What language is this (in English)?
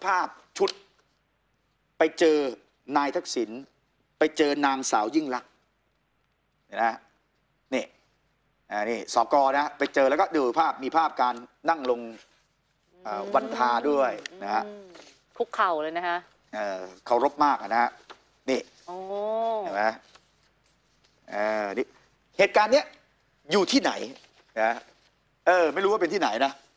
Thai